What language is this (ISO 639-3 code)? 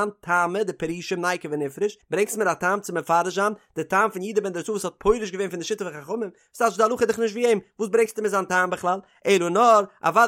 yid